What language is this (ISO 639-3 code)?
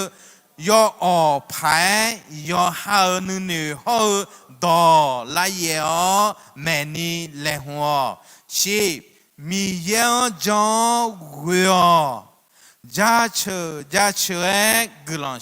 ahk